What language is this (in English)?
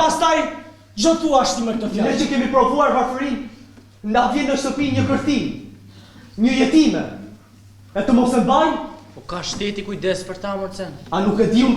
Albanian